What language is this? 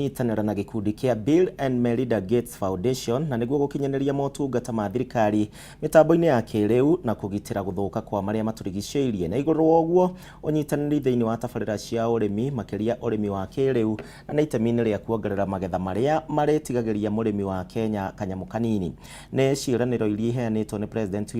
Kikuyu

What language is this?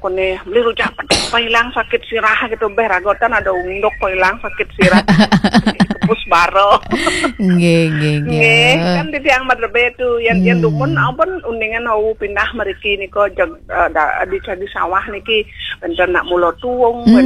Balinese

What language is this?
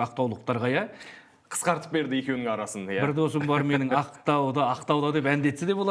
Kazakh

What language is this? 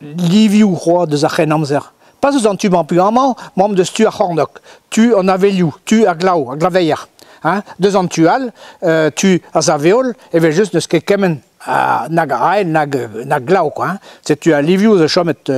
Breton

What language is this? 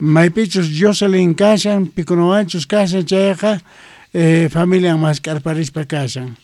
South Bolivian Quechua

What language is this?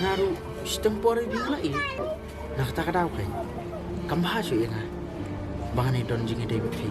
Khasi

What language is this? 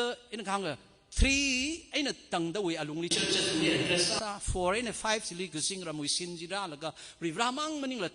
Tangkhul Naga (India)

